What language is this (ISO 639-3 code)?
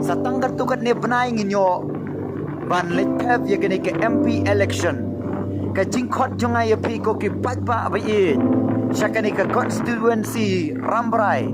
kha